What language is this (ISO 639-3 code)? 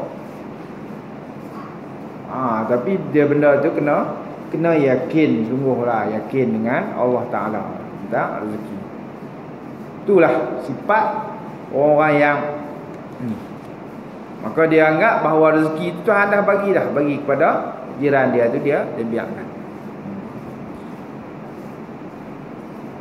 msa